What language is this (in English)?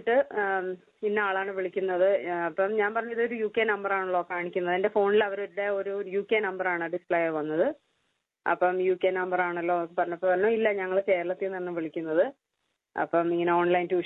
Malayalam